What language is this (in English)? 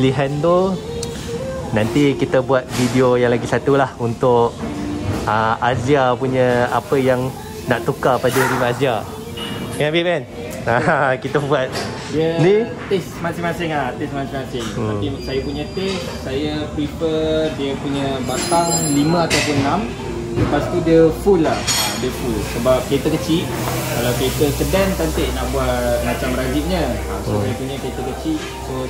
Malay